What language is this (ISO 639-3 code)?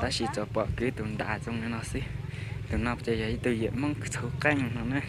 hmn